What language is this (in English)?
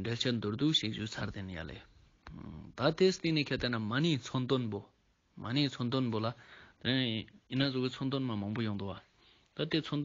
Ladakhi